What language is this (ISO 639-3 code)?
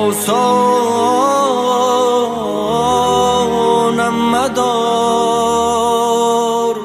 tgk